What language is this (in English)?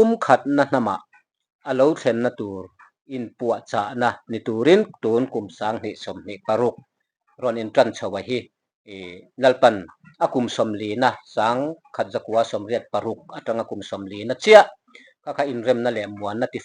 Mizo